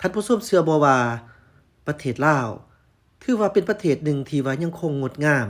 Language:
Lao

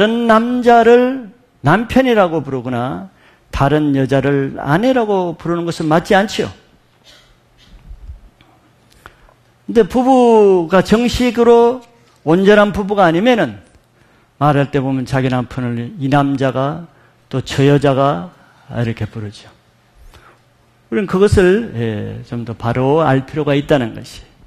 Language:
Korean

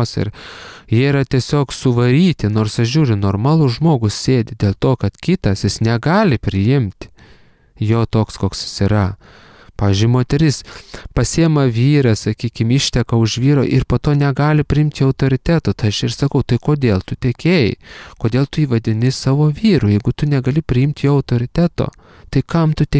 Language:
Lithuanian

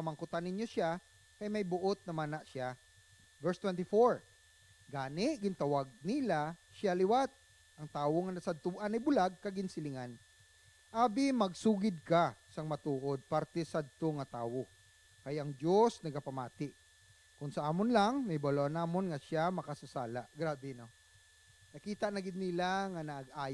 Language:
Hiligaynon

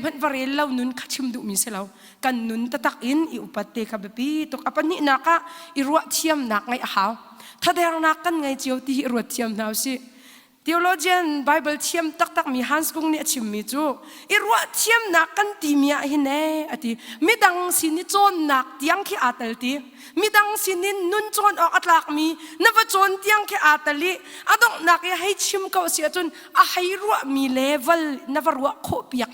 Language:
Hakha Chin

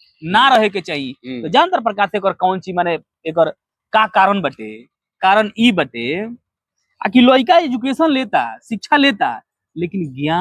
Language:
Bhojpuri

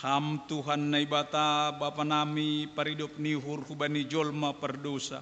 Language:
Batak Simalungun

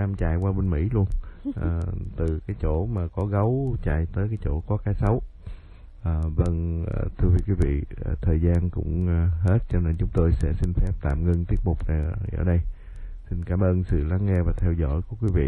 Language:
Vietnamese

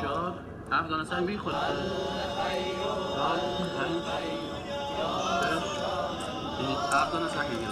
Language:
Persian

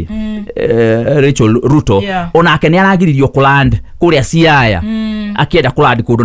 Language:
Kikuyu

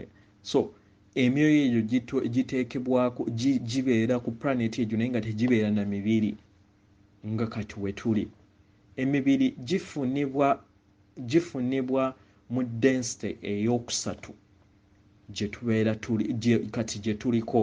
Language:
Ganda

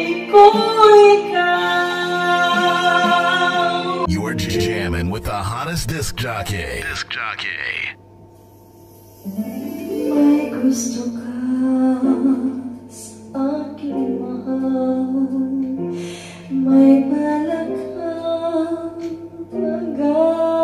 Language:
Filipino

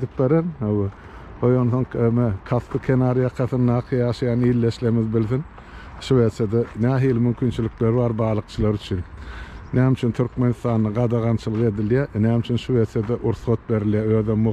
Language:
Turkmen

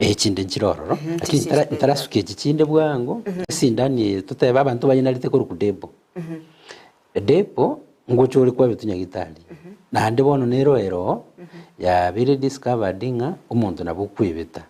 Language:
Gusii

